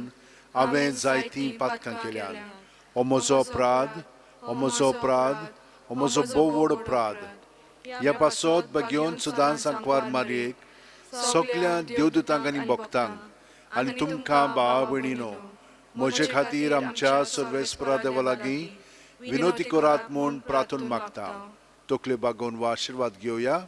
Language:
Konkani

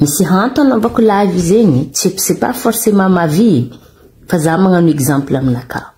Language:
Malagasy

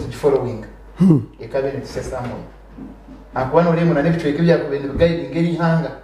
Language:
Nyankole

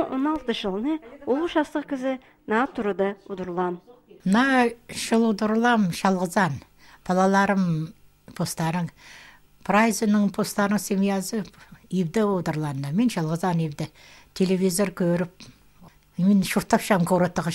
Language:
Khakas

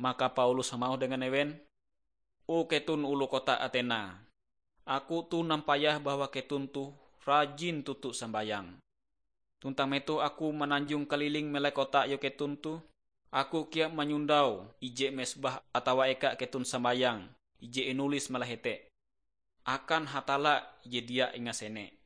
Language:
Ngaju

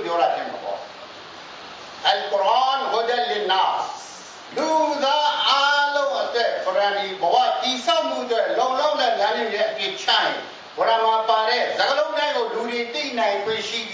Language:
Burmese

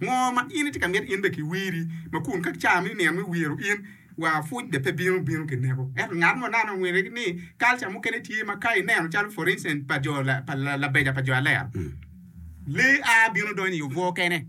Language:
Acoli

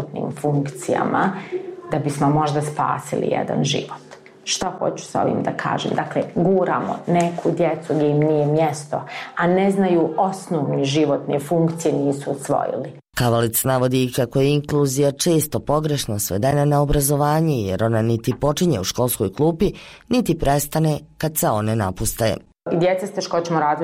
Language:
Bosnian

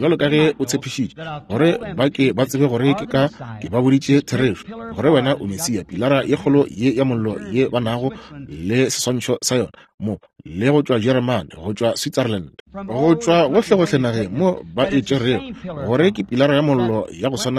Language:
Northern Sotho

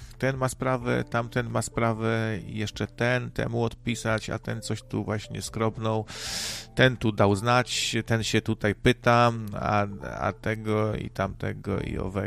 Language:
Polish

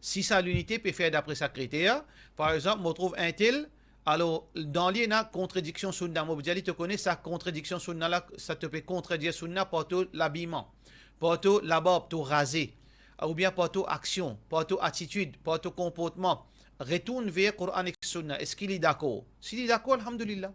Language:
Morisyen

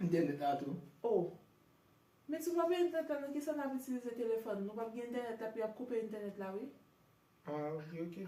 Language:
Haitian Creole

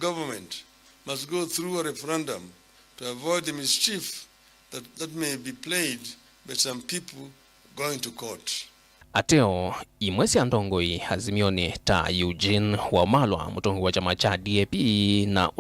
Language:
Kamba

